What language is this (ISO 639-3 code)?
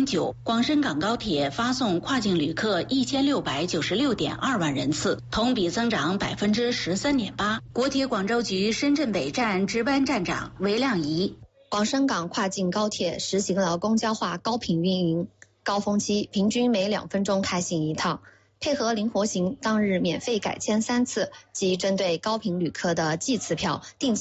zho